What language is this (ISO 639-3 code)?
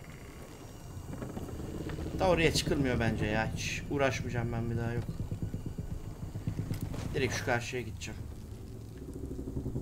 tur